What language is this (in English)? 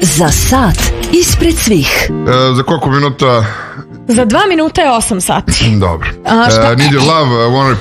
Serbian